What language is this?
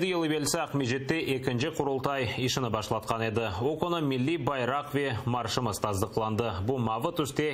Crimean Tatar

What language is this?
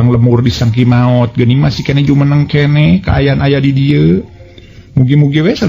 Sundanese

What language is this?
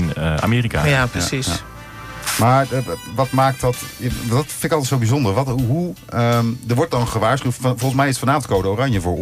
Dutch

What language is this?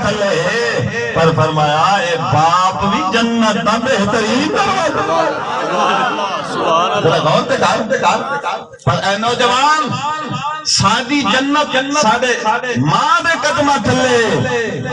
Saraiki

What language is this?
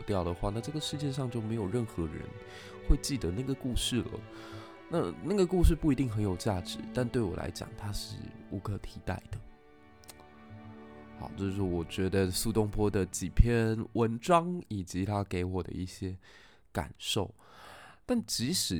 Chinese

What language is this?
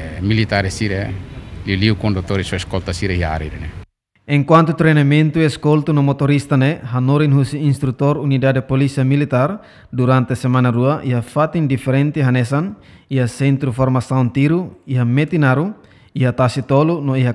Tetum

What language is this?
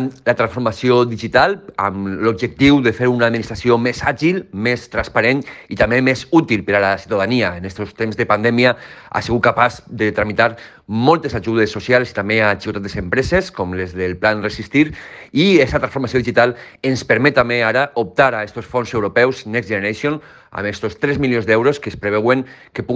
Catalan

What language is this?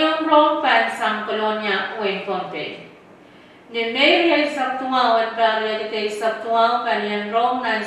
Pohnpeian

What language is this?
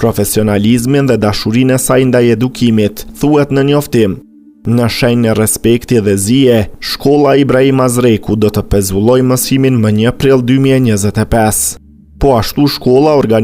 Albanian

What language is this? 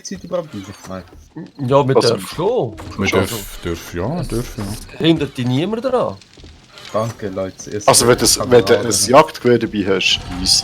Swiss German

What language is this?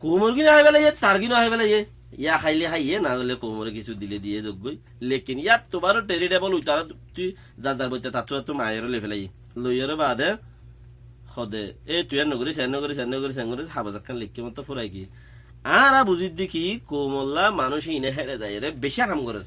Rohingya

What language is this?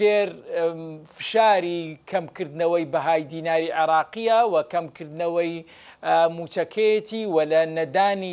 Central Kurdish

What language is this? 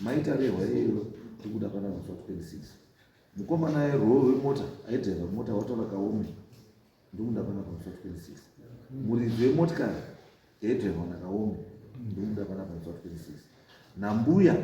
Shona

